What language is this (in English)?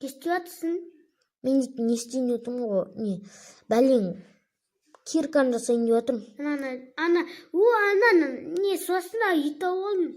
Kazakh